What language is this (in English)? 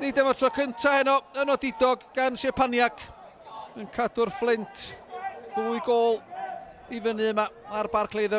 Welsh